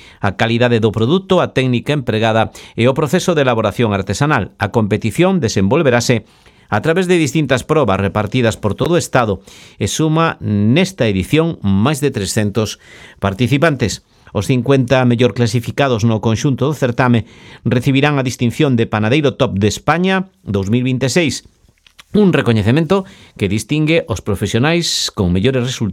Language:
Galician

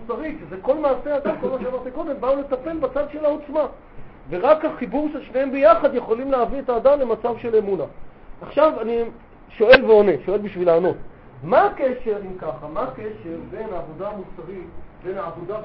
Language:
Hebrew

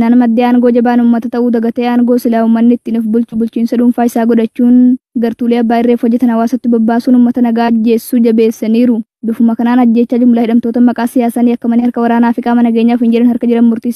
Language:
Oromo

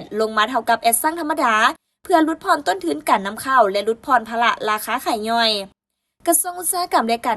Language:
Lao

